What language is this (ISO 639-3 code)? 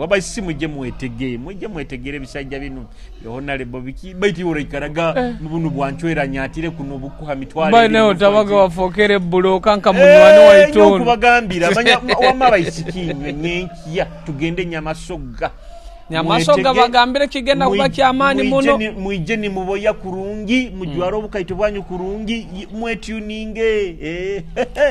nyo